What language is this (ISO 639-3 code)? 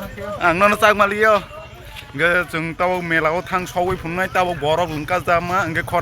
trp